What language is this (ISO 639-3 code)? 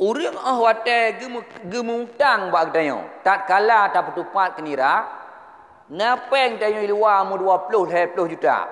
ace